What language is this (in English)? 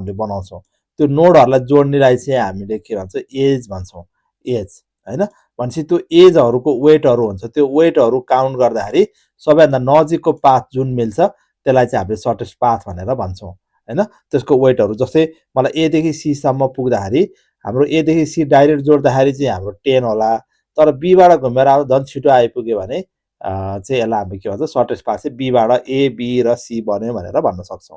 Nepali